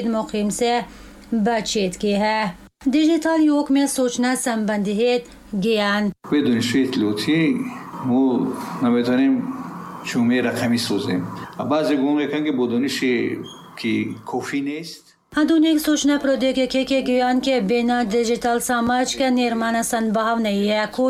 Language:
Tajik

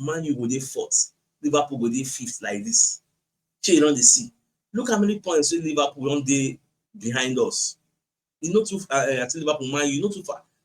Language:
Nigerian Pidgin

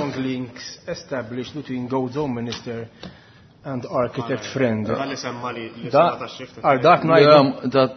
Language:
Maltese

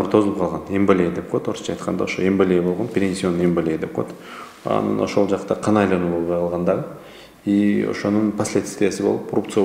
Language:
Kyrgyz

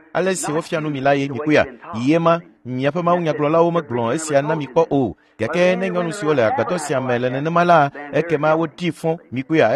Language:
Ewe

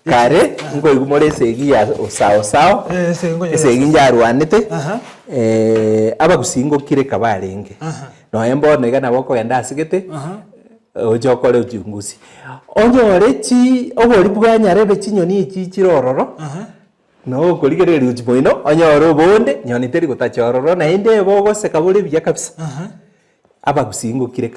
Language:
Gusii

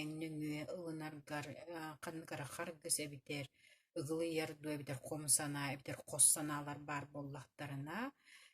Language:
Yakut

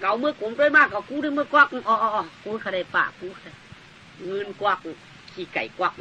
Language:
Shan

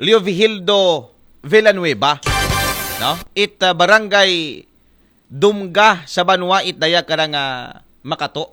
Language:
Aklanon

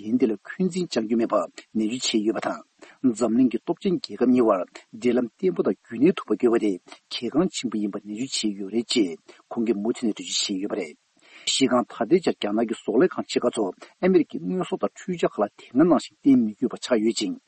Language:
Tibetan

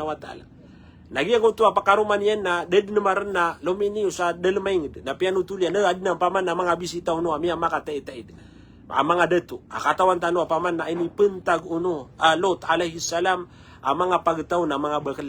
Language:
Maranao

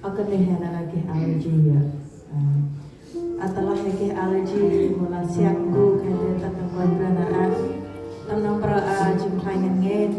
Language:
Central Mnong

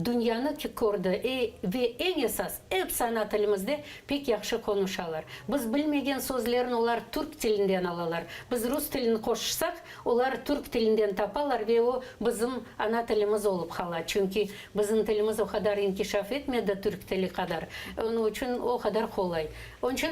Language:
Crimean Tatar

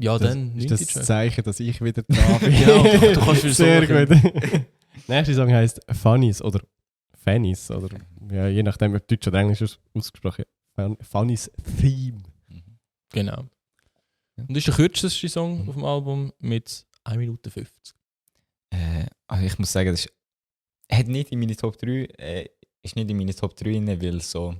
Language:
Swiss German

